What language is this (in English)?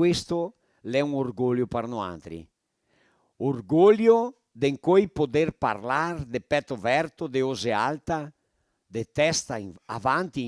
Venetian